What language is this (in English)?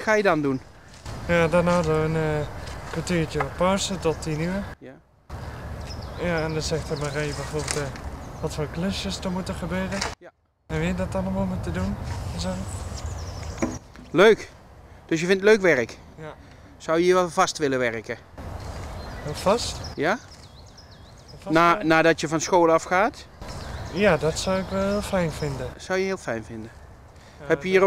Dutch